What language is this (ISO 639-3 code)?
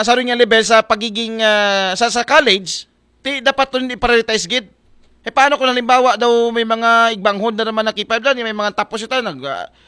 akl